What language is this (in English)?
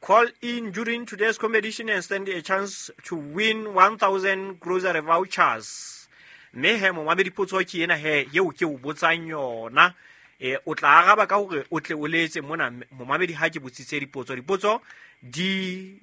Southern Sotho